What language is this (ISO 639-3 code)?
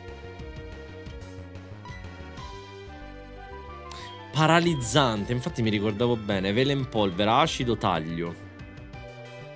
ita